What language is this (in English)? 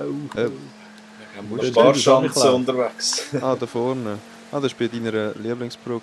Swiss German